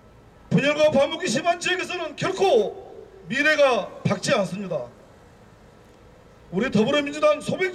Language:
Korean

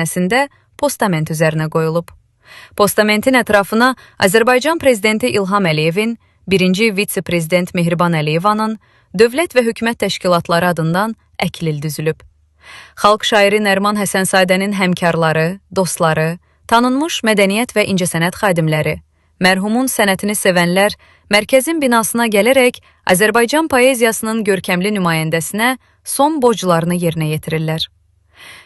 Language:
Azerbaijani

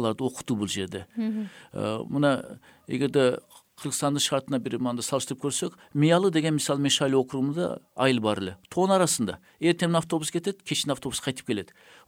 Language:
Kyrgyz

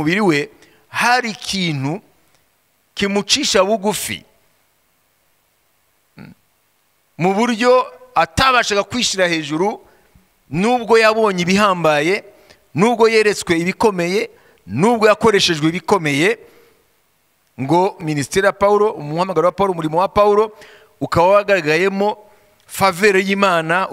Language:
Kinyarwanda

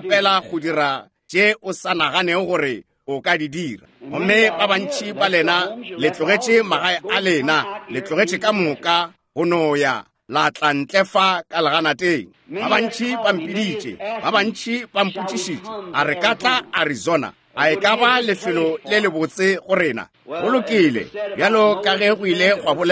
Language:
Northern Sotho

